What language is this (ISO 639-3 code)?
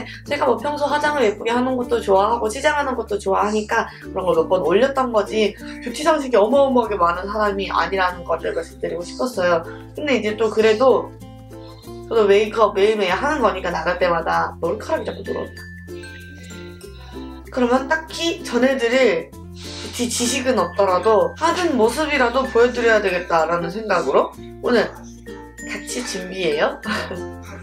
kor